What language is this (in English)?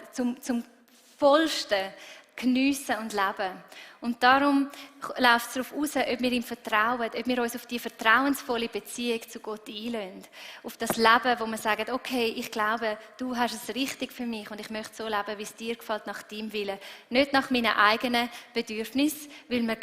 Swiss German